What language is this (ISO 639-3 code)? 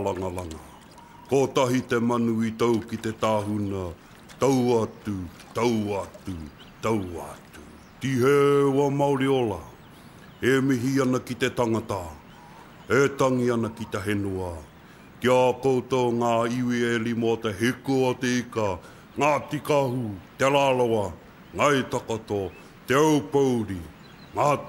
mri